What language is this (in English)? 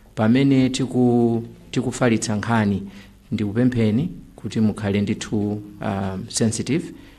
Nyanja